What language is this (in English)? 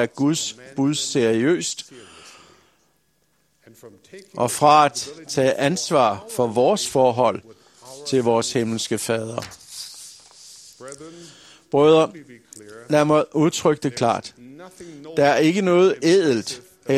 Danish